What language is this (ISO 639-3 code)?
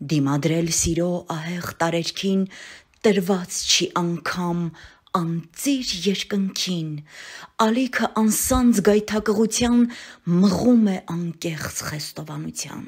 hye